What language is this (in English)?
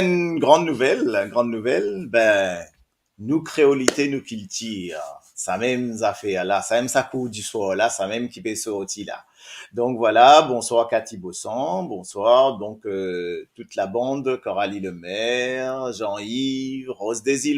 Morisyen